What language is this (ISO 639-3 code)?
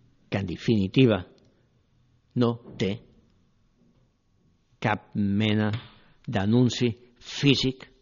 cat